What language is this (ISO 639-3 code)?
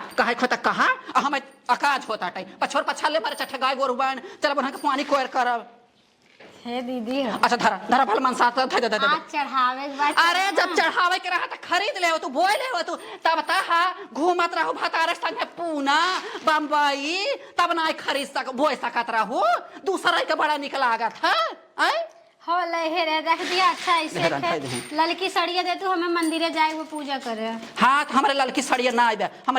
awa